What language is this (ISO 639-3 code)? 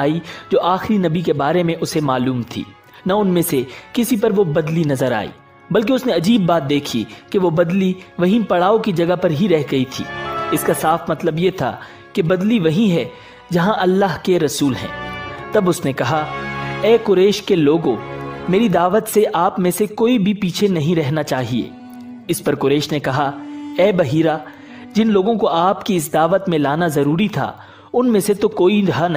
urd